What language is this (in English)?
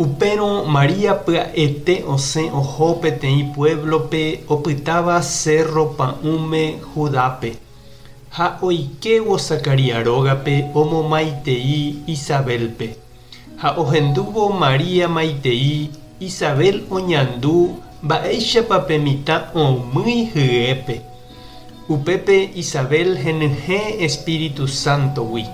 Guarani